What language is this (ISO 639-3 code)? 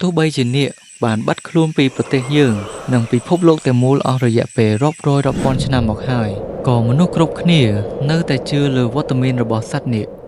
khm